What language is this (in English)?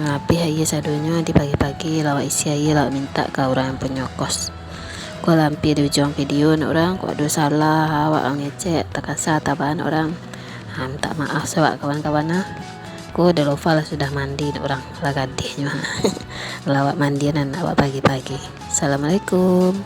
Minangkabau